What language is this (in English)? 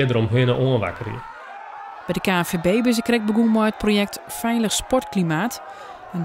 Western Frisian